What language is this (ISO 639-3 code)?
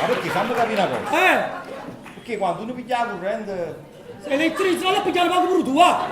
nap